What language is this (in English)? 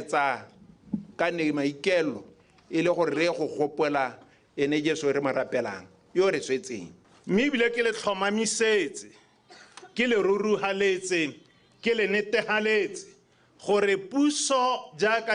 Tswana